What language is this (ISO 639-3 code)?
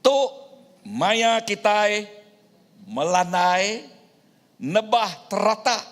iba